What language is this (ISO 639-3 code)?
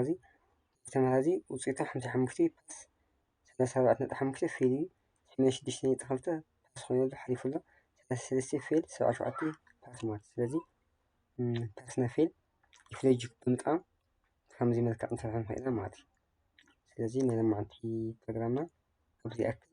tir